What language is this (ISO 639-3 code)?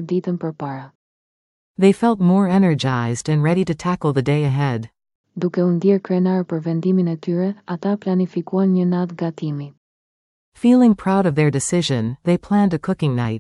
sqi